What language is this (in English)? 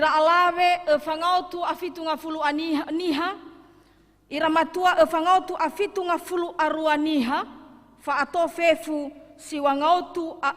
Nias